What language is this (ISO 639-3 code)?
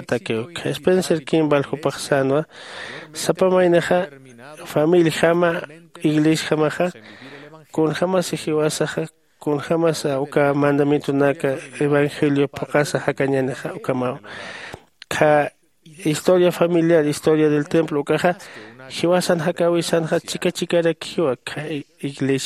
aym